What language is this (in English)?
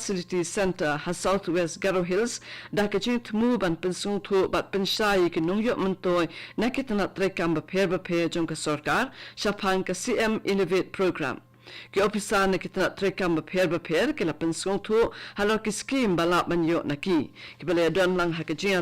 Khasi